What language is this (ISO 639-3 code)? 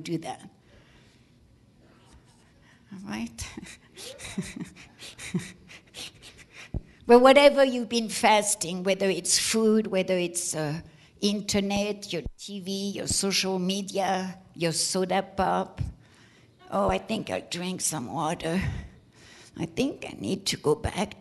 eng